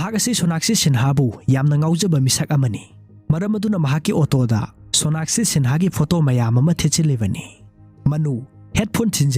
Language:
Manipuri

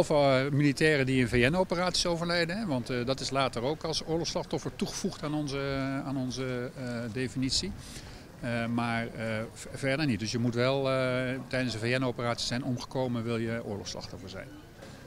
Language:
Dutch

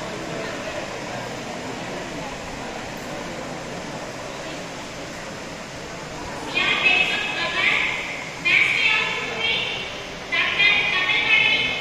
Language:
Tamil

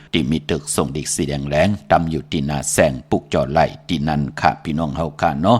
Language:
Shan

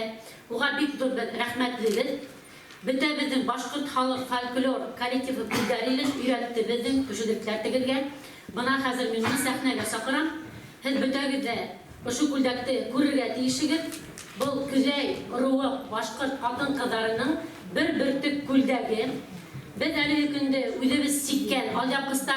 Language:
Bashkir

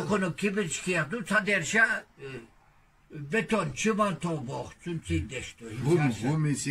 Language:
Chechen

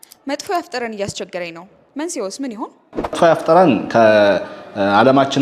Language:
Amharic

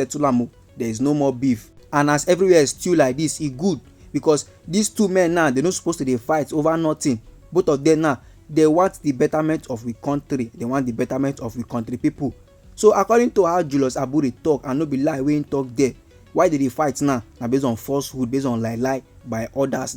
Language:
Nigerian Pidgin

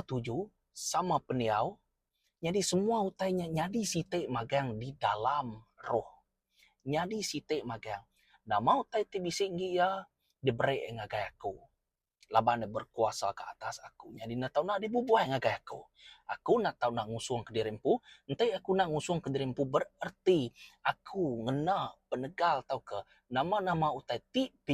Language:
Iban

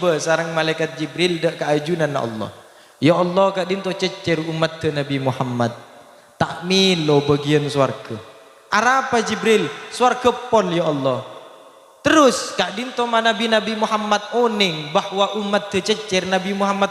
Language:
Madurese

